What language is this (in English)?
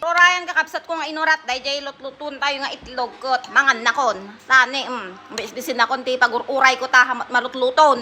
Iloko